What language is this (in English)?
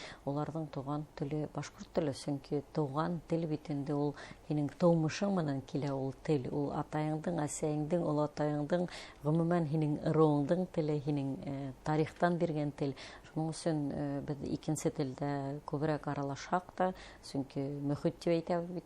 Bashkir